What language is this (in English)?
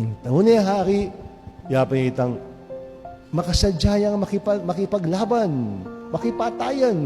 Pampanga